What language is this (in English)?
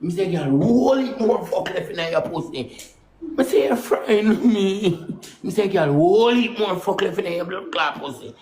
Jamaican Creole English